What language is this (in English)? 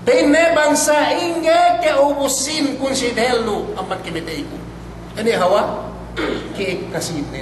Yakan